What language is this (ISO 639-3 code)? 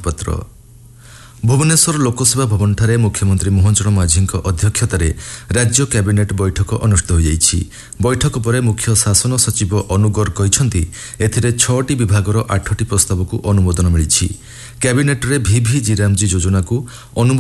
ori